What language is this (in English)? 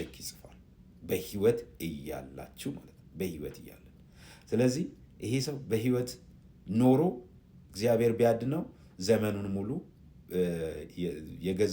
Amharic